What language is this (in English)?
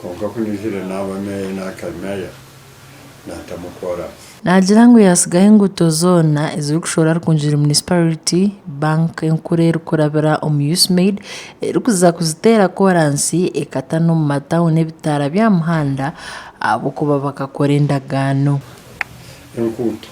Nyankole